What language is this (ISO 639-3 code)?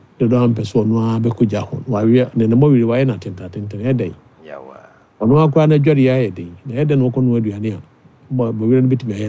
aka